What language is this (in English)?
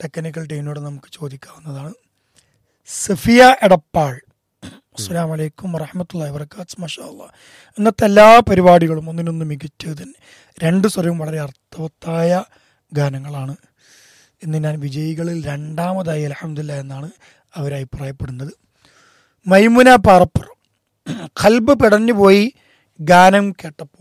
Malayalam